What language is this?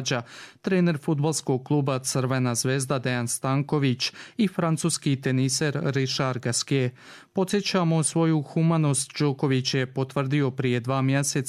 Croatian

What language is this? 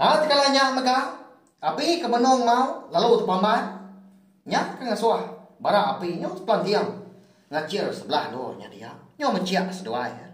Iban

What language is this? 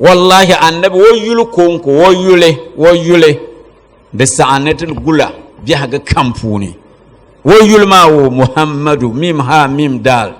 Dagbani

